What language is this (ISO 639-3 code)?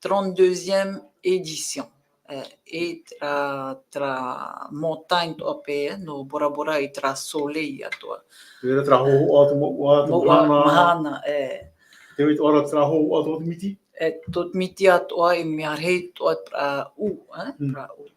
tah